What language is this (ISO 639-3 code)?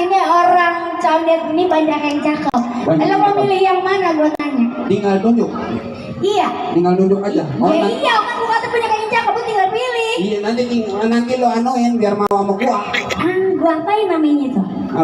bew